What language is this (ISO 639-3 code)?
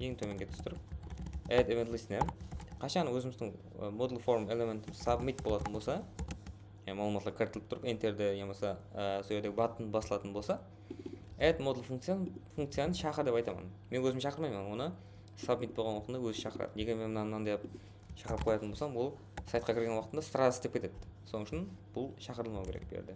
kaa